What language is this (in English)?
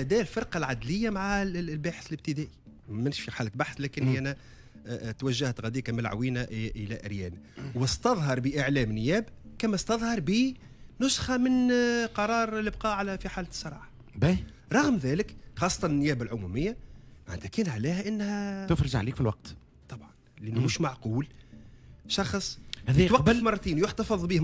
Tunisian Arabic